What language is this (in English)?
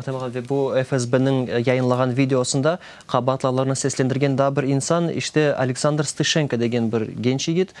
Crimean Tatar